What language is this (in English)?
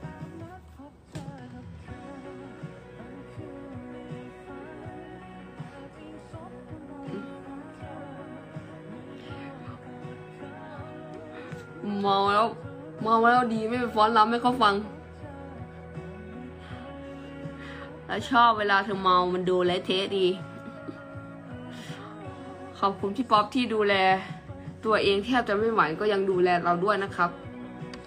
Thai